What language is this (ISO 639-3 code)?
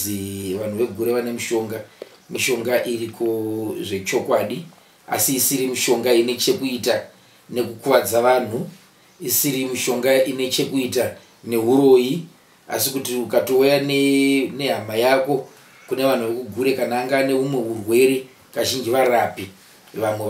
sna